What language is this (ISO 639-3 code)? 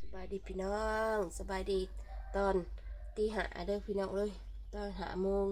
tts